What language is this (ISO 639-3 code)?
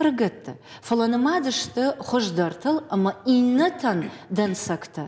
oss